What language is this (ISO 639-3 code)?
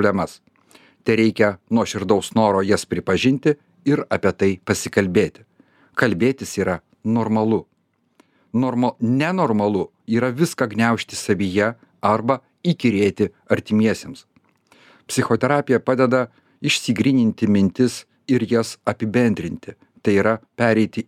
lit